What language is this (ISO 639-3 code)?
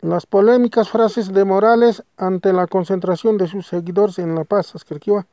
aym